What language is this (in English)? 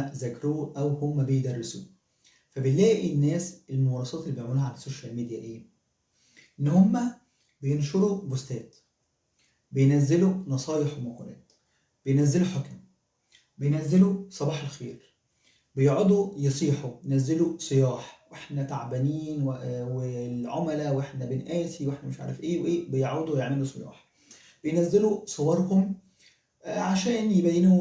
Egyptian Arabic